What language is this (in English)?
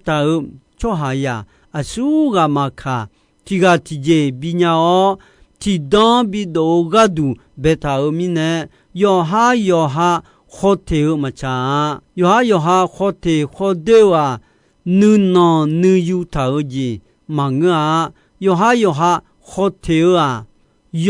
Akha